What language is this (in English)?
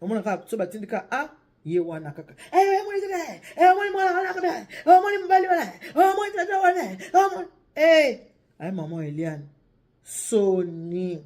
Lingala